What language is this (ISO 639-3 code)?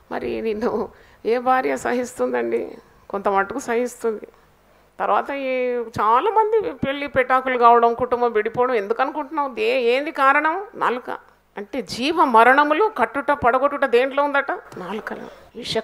tel